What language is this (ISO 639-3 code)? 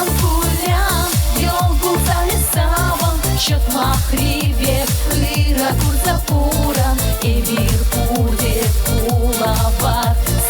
chv